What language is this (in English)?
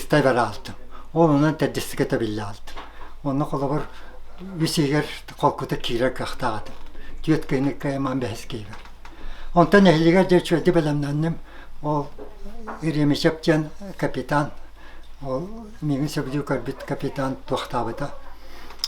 Yakut